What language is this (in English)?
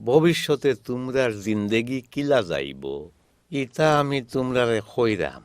Sylheti